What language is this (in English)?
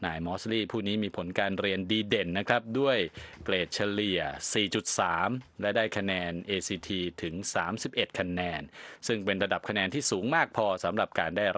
Thai